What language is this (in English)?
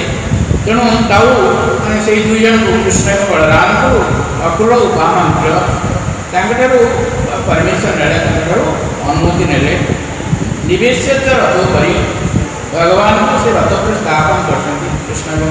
Odia